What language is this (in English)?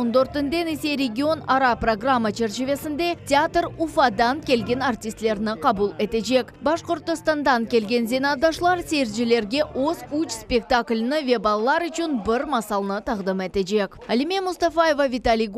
Crimean Tatar